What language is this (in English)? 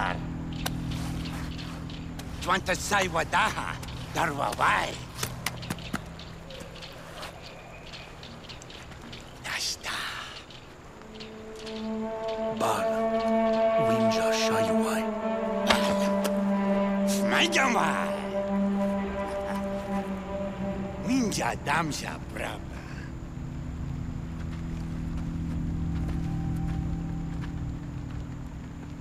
German